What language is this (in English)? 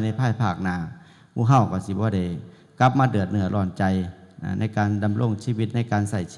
Northeastern Thai